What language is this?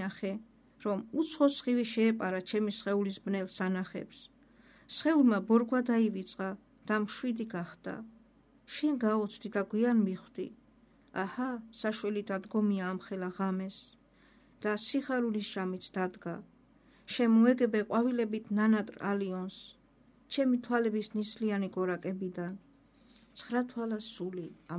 Georgian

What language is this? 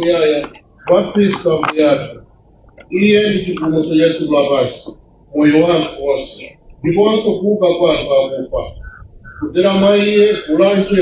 Nyanja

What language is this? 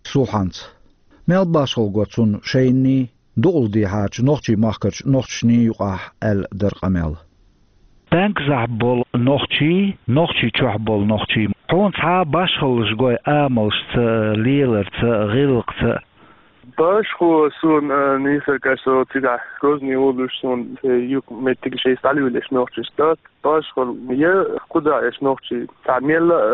Chechen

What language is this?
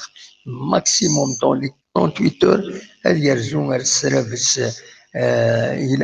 Kabyle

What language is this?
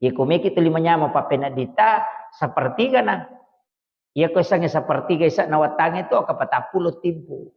Buginese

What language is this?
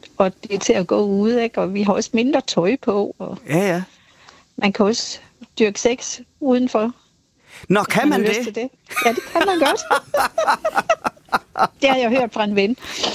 Danish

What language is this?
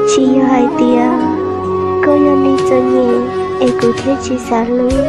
Hmong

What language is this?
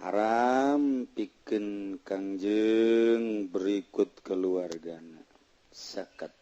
Sundanese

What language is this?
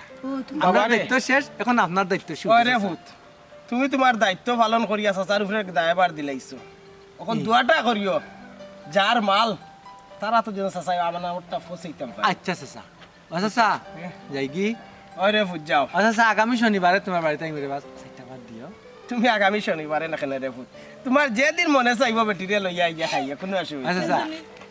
Sylheti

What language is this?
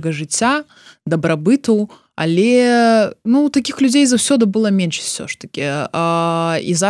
Belarusian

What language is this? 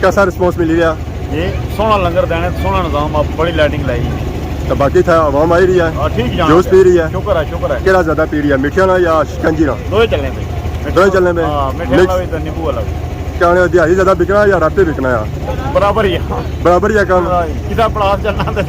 Pahari-Potwari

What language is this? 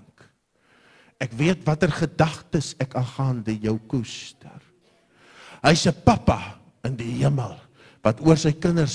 Afrikaans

